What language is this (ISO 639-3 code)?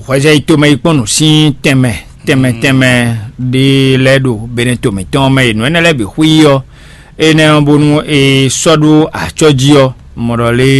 fon